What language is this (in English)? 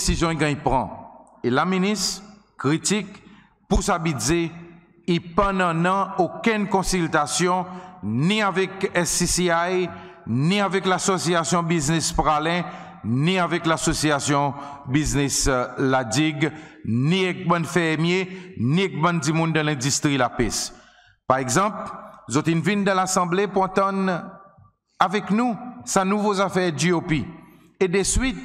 Seselwa Creole French